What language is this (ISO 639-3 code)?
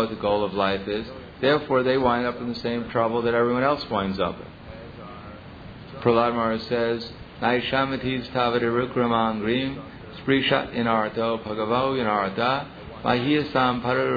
eng